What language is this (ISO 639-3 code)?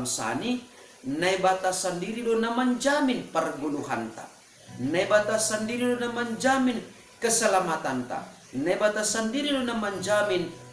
bts